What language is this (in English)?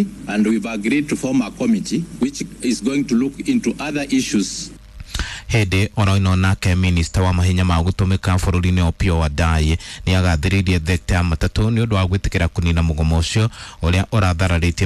Kikuyu